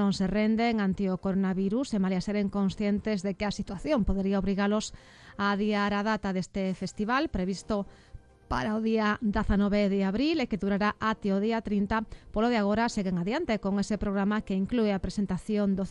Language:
Galician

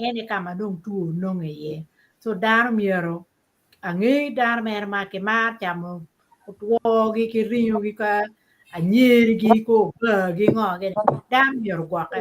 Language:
Acoli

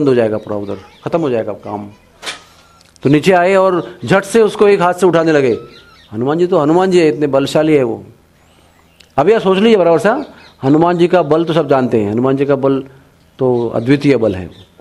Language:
Hindi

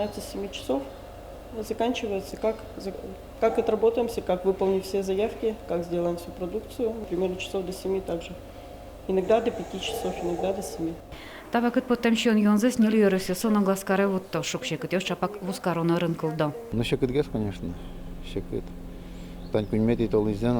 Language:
Udmurt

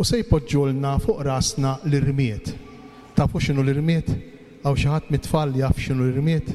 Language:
Maltese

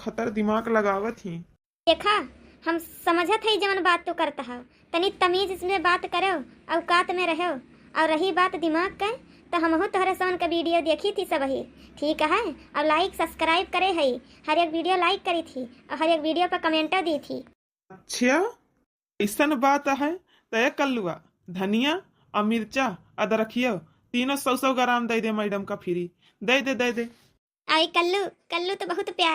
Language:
Awadhi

